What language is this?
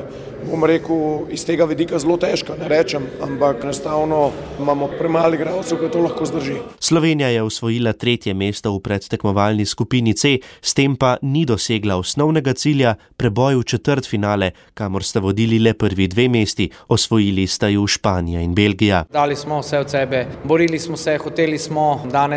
Slovenian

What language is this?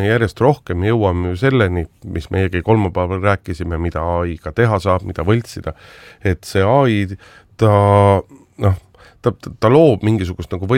Estonian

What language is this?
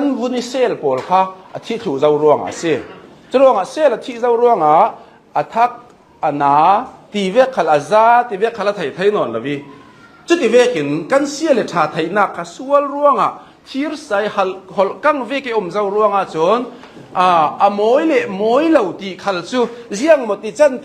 Hakha Chin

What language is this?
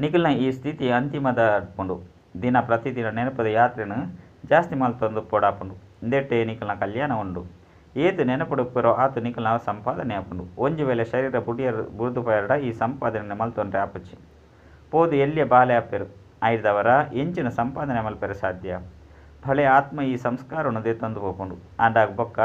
Tulu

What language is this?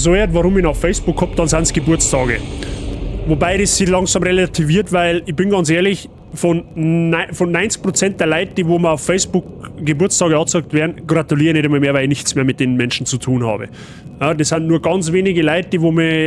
Bavarian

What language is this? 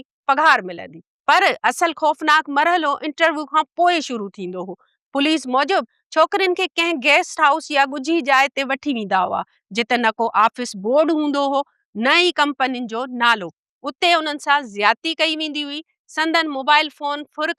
Sindhi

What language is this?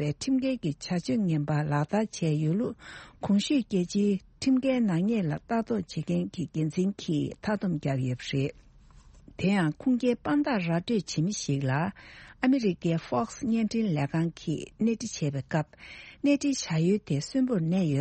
Tibetan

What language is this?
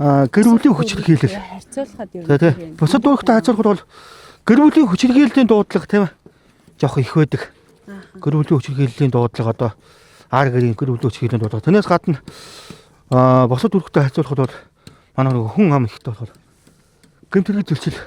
Mongolian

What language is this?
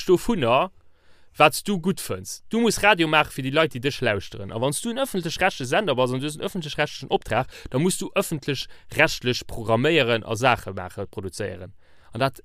Luxembourgish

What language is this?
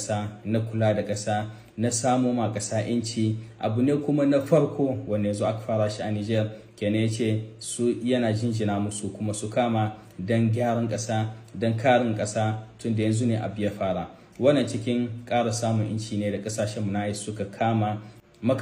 Hausa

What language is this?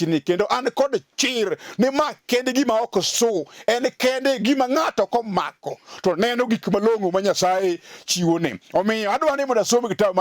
Luo (Kenya and Tanzania)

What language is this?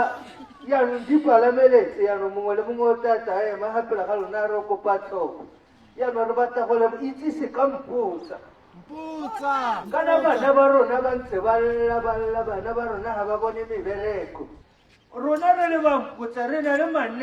Tswana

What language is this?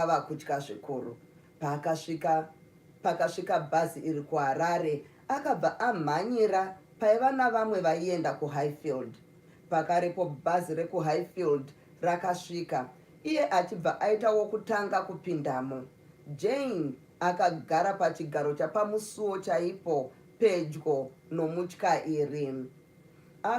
Shona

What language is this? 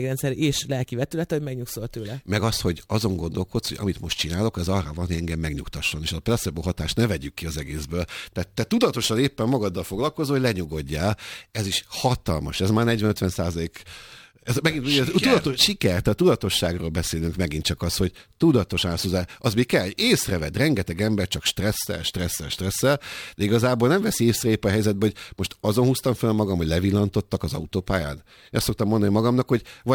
Hungarian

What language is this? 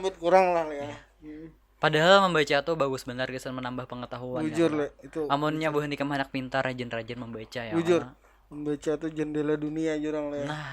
Banjar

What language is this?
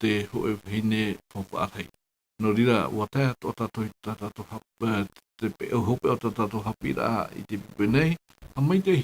Tahitian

